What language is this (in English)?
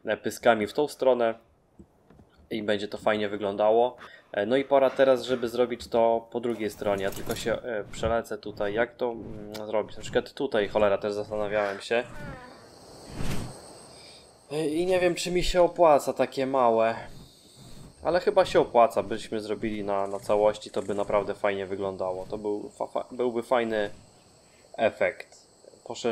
Polish